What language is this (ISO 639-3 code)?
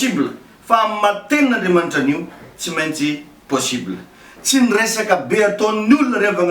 mlg